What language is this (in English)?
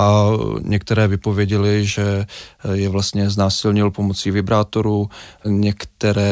Czech